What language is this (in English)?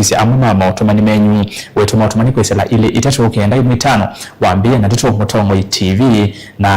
Kamba